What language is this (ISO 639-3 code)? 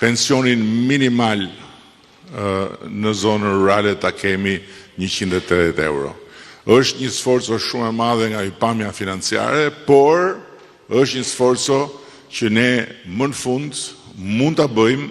sqi